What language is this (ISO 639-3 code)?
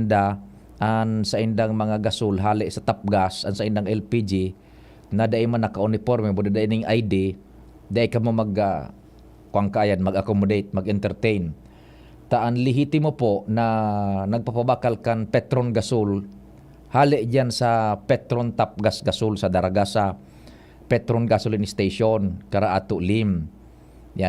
bik